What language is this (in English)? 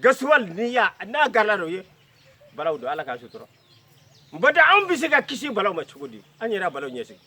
Bambara